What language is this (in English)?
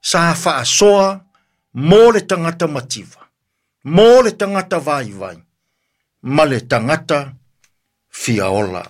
Samoan